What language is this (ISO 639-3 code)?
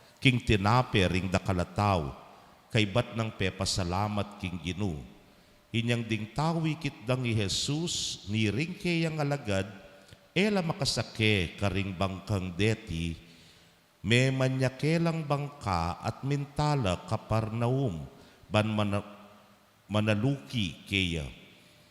pam